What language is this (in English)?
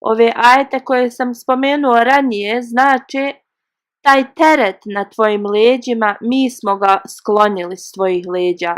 Bosnian